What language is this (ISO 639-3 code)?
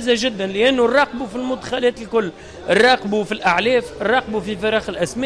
aeb